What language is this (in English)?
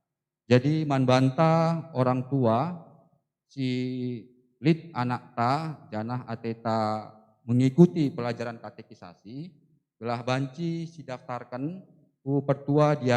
Batak Karo